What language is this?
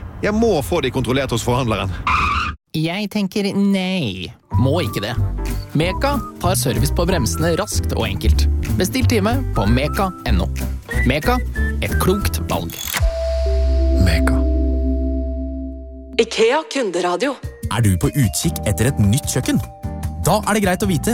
Norwegian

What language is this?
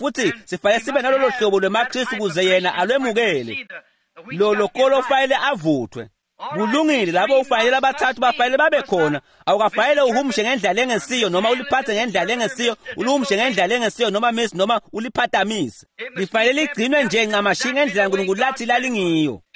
Swati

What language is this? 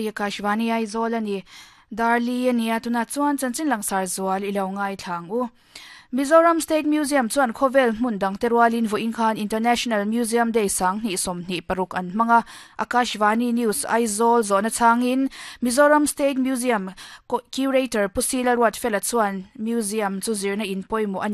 Mizo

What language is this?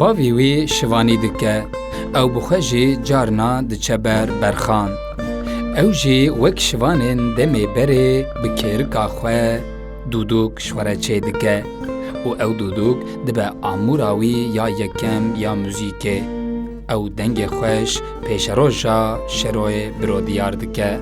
Kurdish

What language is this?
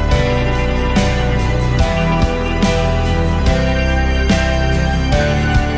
Telugu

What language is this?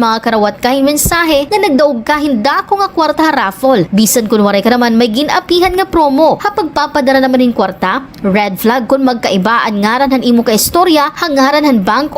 Waray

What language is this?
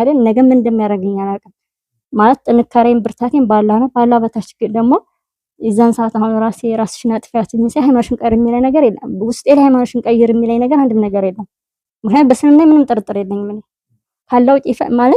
Amharic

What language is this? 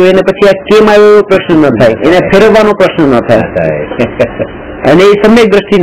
Gujarati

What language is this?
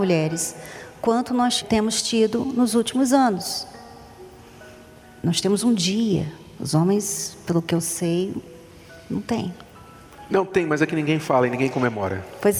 Portuguese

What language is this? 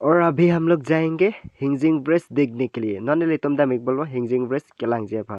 Karbi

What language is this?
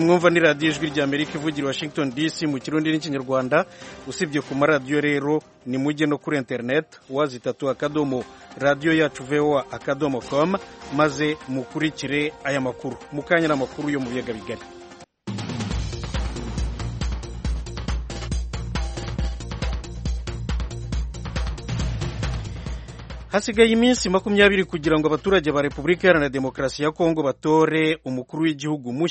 Kinyarwanda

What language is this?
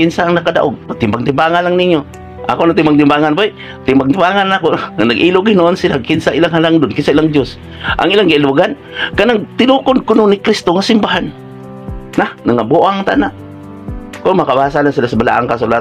Cebuano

